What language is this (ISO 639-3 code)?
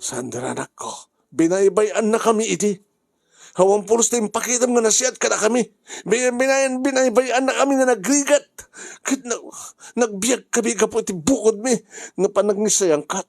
ilo